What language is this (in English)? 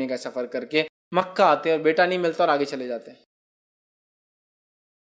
Urdu